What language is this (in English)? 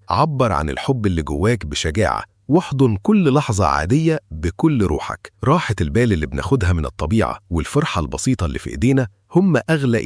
Egyptian Arabic